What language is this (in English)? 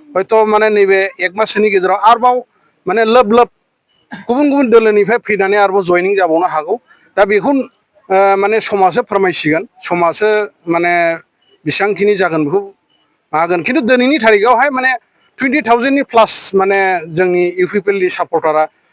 Bodo